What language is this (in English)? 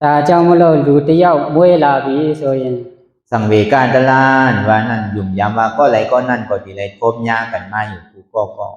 Shan